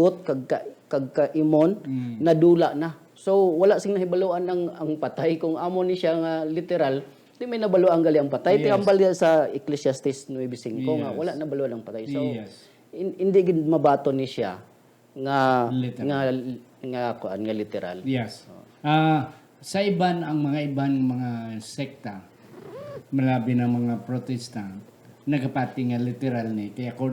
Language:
Hiligaynon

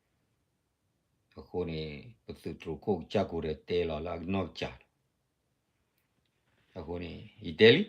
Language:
S'gaw Karen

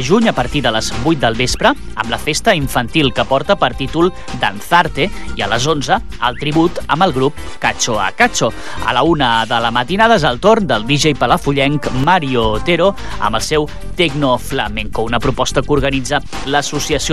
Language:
Catalan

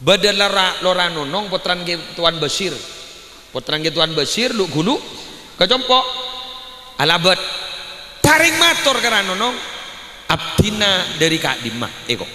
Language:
Madurese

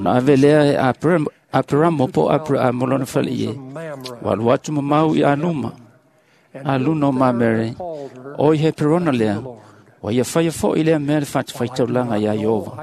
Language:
Samoan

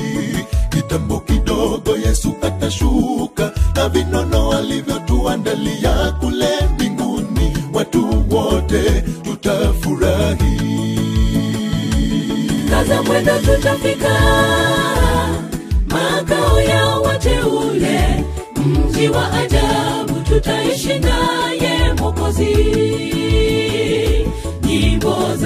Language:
Swahili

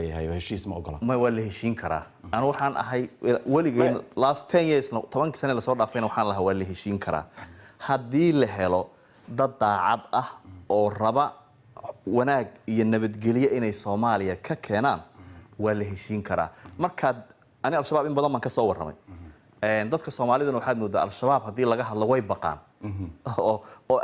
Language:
Somali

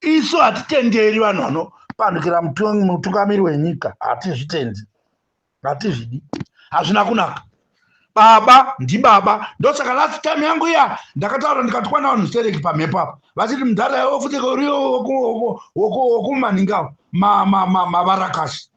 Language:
Shona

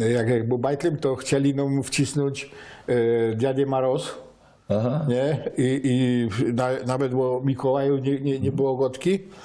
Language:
Silesian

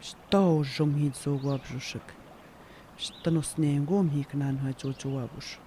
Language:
Atikamekw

